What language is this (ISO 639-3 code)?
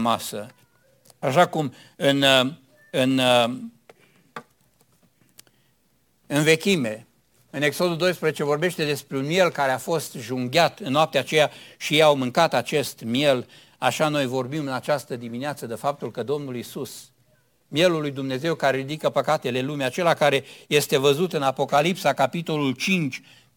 ron